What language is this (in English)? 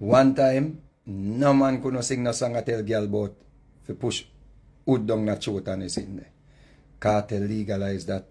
Jamaican Creole English